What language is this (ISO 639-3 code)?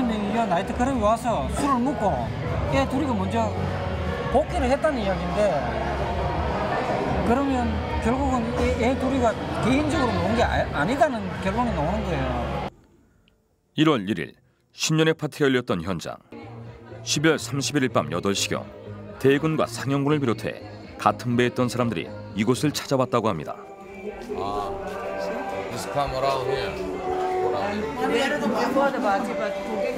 kor